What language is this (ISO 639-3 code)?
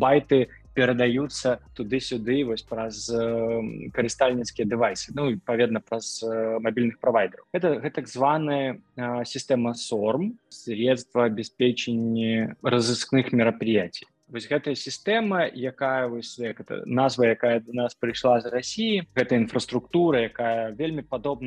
bel